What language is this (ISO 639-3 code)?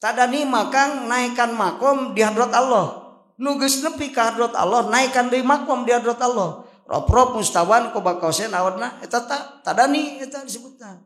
sun